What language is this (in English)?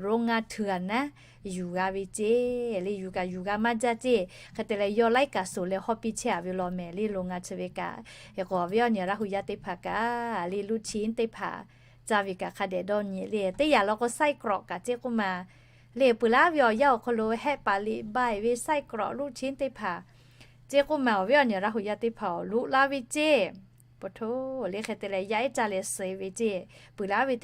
Lahu